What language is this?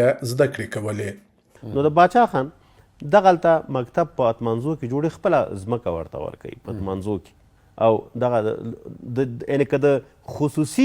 Pashto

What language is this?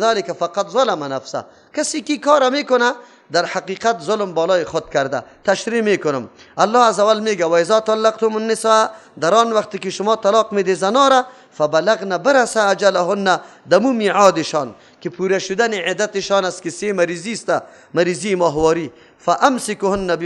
Persian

